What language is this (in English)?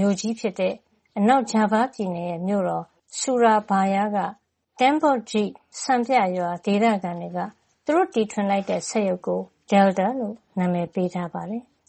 Burmese